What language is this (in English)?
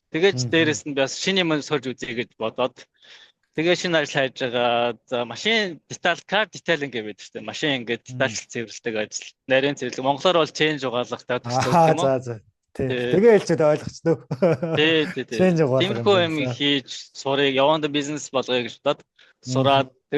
Mongolian